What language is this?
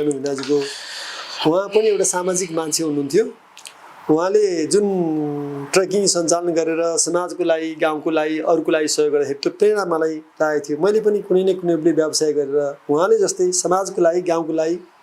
Nepali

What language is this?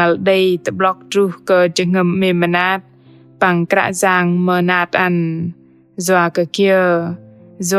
Bahnar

